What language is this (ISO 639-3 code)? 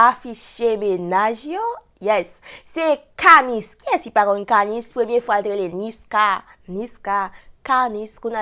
hat